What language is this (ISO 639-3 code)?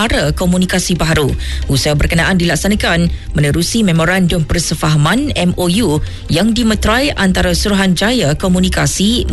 msa